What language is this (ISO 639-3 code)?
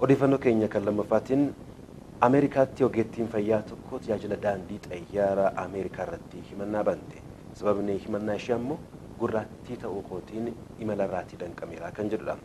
orm